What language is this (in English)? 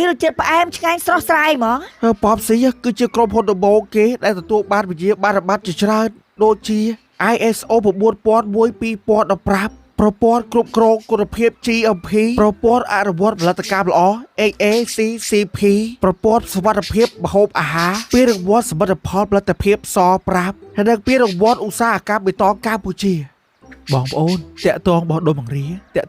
Khmer